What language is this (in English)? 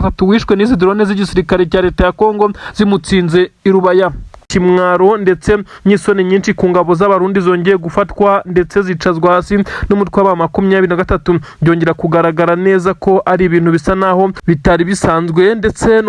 Kinyarwanda